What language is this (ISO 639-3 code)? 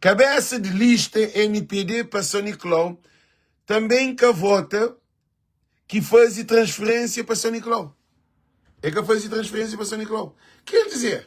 kea